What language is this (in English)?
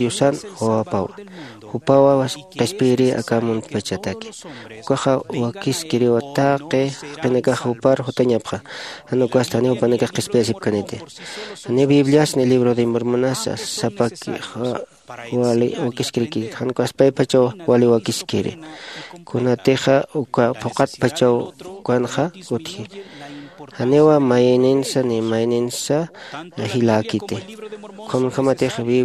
Aymara